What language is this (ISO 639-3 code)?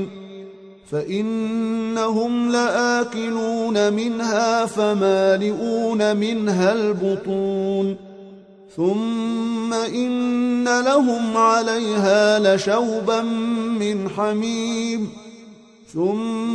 ara